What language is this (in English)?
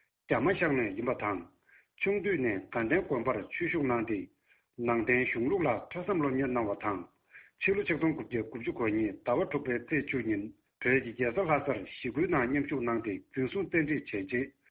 Tibetan